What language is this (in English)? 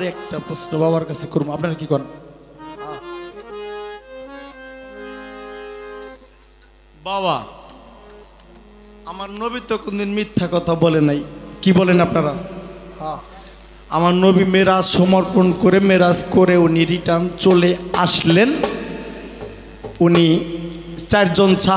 Bangla